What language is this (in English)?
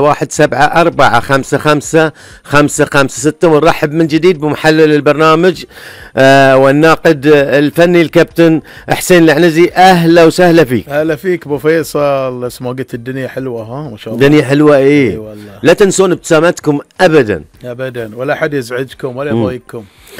Gulf Arabic